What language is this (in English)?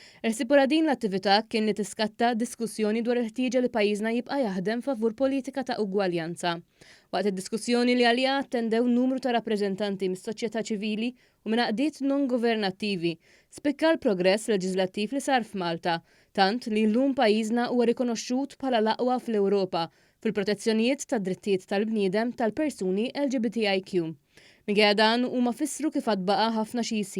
Maltese